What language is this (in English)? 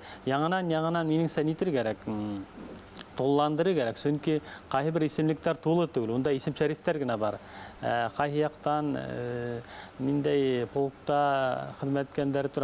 Bashkir